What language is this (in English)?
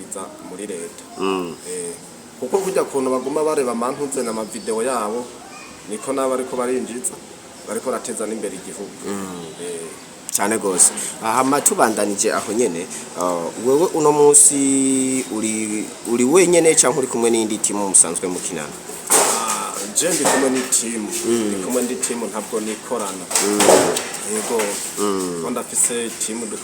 Rundi